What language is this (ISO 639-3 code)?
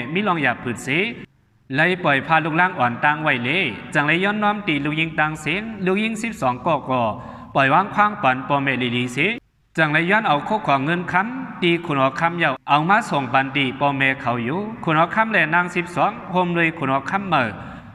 shn